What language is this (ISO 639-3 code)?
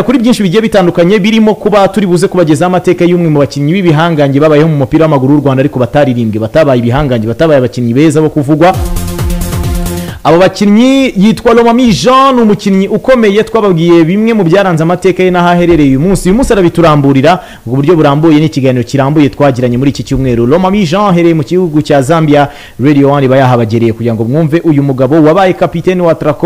kin